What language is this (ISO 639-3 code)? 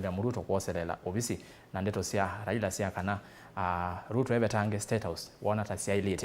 kam